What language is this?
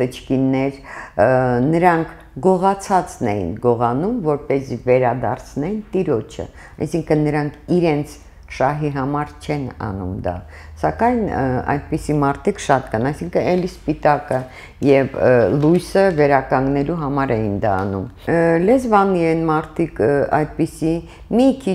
Armenian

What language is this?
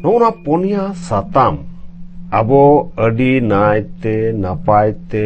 Santali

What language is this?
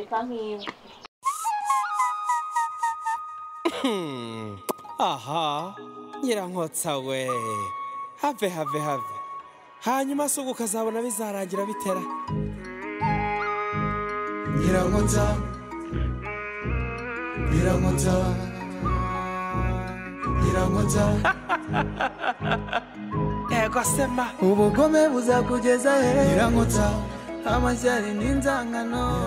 Kinyarwanda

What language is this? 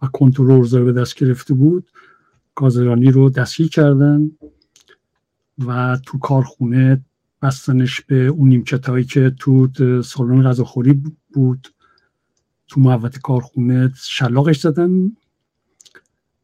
Persian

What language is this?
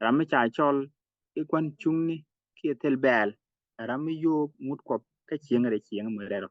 Nuer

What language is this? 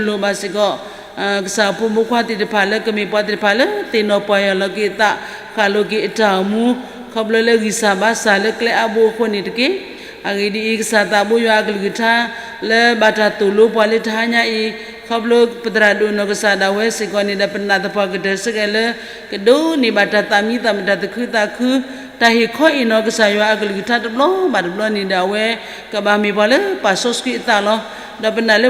S'gaw Karen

